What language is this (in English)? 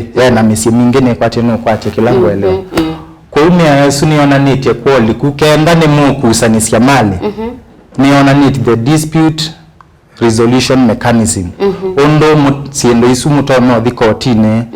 Kamba